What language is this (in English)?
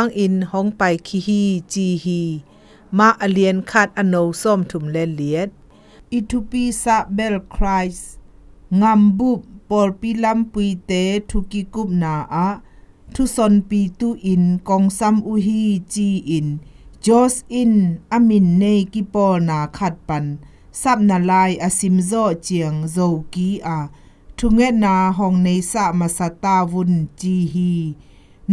Zou